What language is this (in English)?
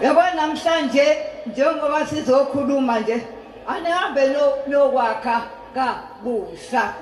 Zulu